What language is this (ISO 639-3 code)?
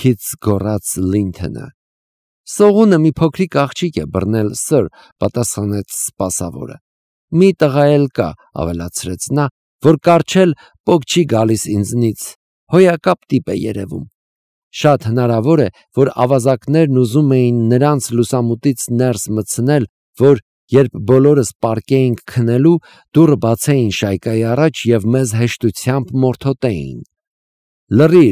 hye